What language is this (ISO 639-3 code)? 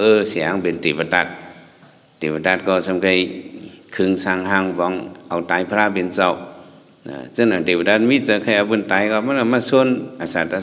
shn